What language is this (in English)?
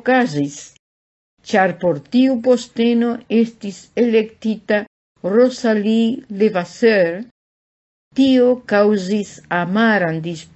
Esperanto